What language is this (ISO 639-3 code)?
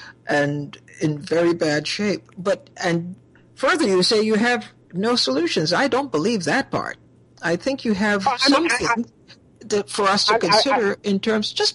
eng